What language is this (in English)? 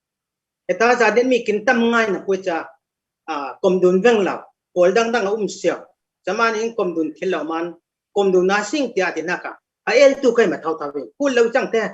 Falam Chin